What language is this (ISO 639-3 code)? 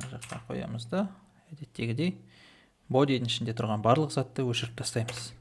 kaz